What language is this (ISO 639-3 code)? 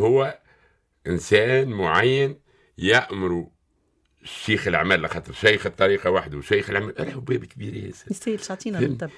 aeb